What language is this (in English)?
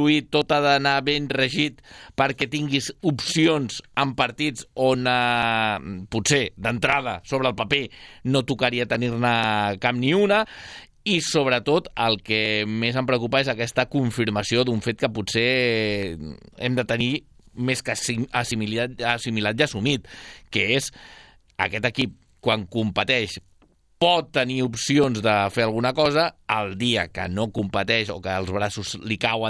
Catalan